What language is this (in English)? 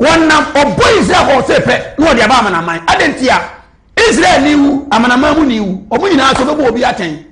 Akan